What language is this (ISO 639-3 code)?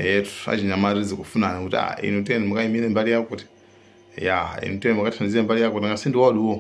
nya